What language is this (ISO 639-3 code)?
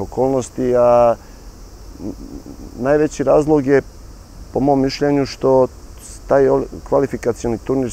srp